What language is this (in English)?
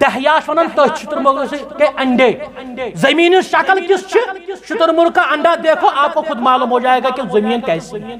Kashmiri